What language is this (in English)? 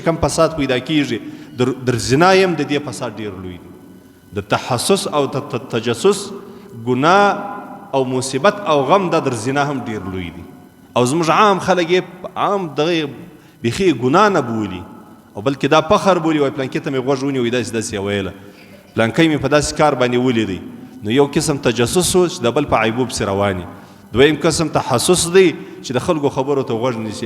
Pashto